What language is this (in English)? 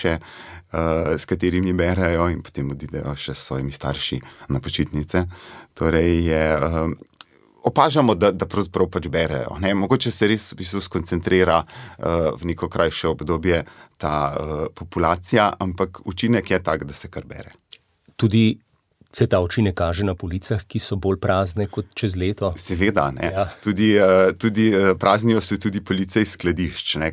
Slovenian